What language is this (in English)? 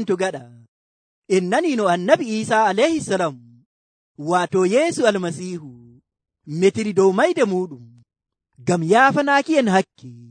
Nigerian Fulfulde